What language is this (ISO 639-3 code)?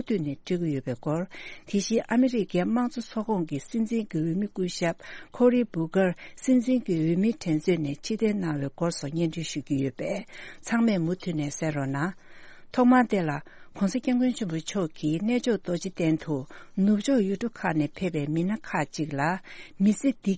bod